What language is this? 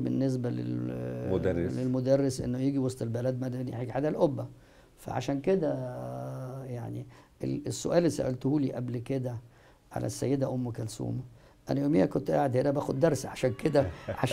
Egyptian Arabic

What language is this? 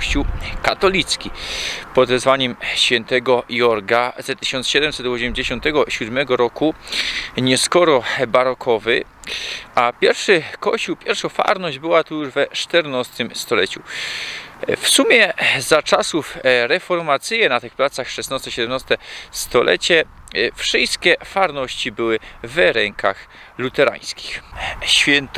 Silesian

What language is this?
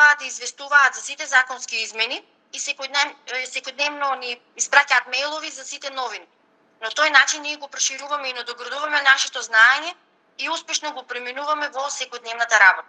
Macedonian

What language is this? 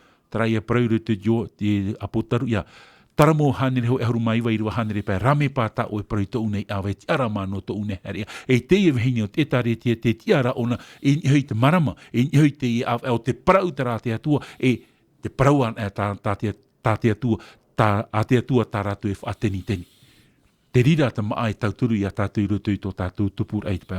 Tahitian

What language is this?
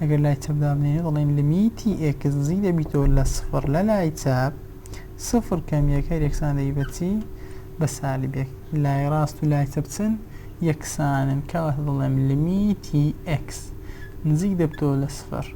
Central Kurdish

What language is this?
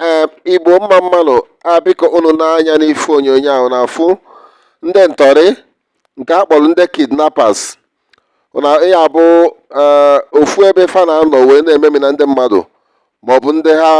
Igbo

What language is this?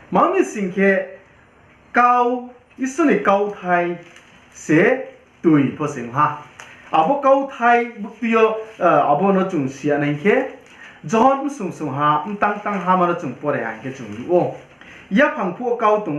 Riang (India)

